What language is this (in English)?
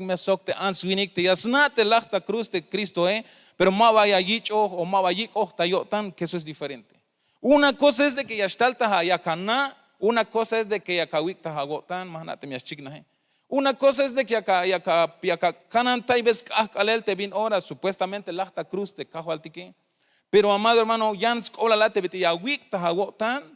Tzeltal